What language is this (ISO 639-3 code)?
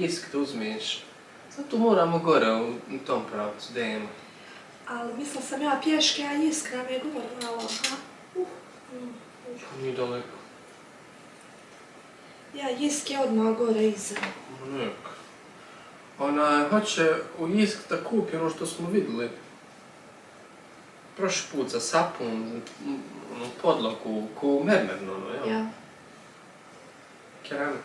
bos